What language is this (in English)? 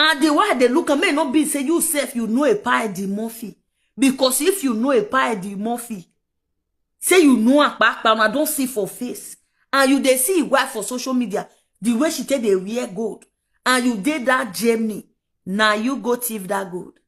Nigerian Pidgin